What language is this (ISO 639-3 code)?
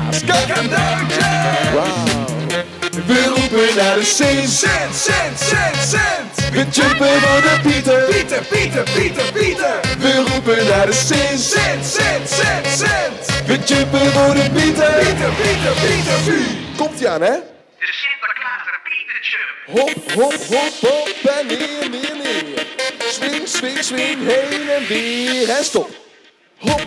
nld